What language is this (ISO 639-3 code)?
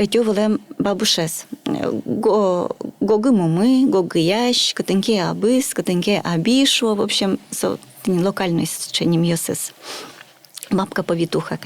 udm